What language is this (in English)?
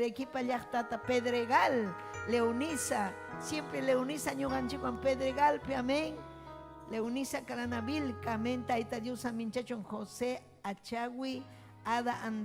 Ayacucho Quechua